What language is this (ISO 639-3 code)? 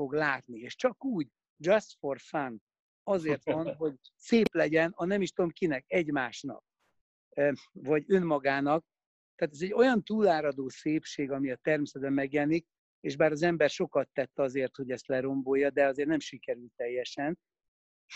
hun